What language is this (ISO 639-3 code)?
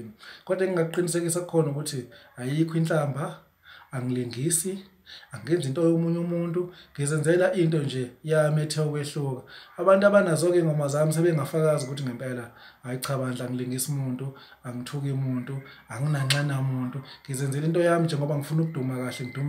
zul